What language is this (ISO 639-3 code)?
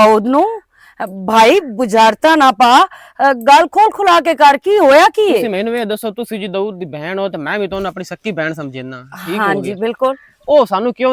lah